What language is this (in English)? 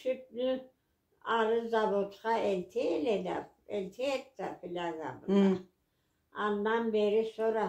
Karachay-Balkar